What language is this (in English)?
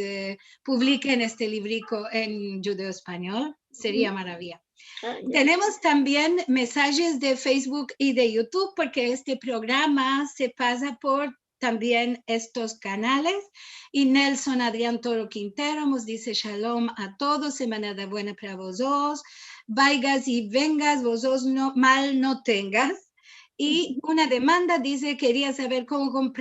Ladino